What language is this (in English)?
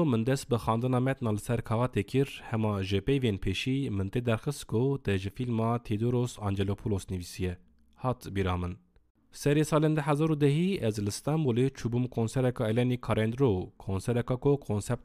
Kurdish